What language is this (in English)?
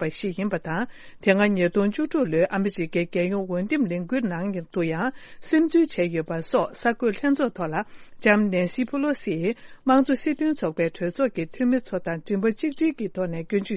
Tibetan